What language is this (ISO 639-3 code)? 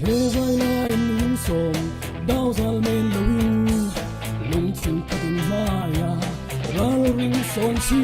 cfm